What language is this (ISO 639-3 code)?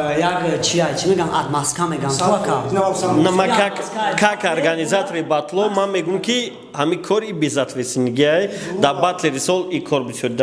tgk